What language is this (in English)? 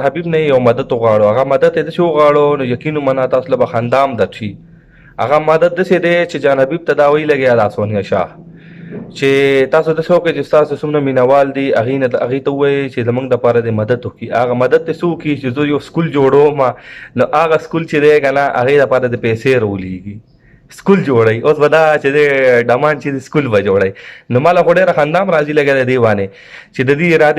Pashto